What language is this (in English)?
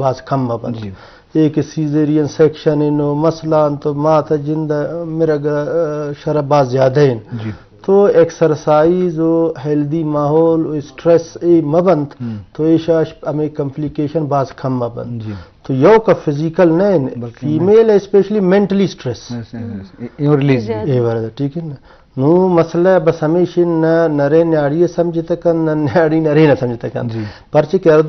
Baluchi